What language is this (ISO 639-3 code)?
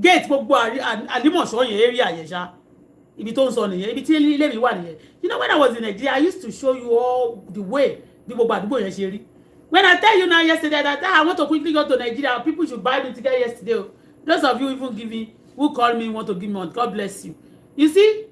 yor